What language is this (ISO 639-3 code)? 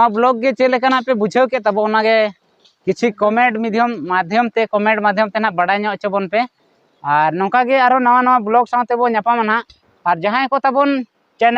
sat